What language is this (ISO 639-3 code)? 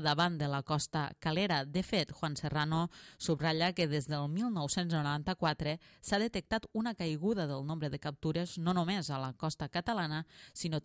cat